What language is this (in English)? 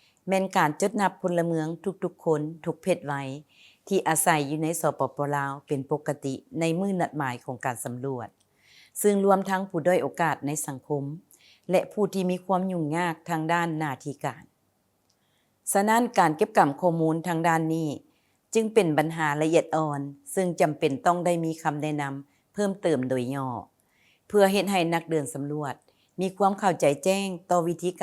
Lao